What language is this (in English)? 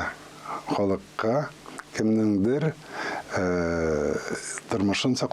Tatar